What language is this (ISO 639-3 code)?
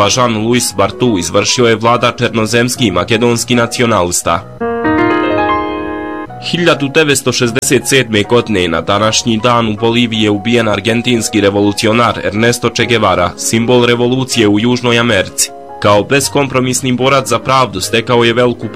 bos